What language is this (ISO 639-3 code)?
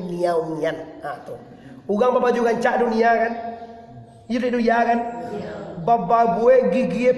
min